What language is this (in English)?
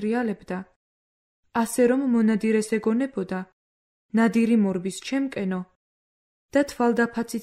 Georgian